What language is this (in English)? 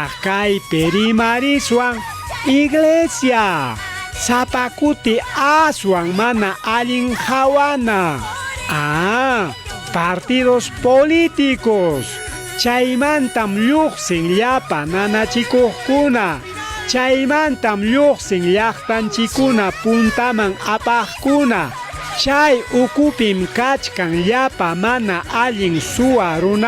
Ayacucho Quechua